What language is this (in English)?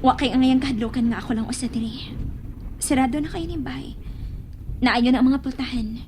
Cebuano